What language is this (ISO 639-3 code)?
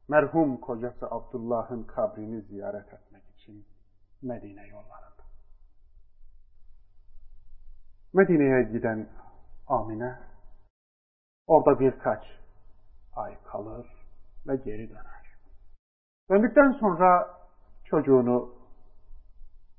tur